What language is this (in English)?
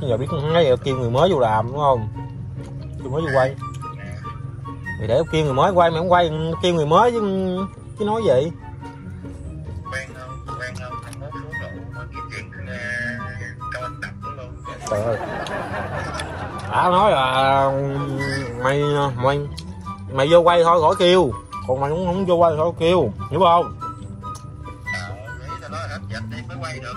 Vietnamese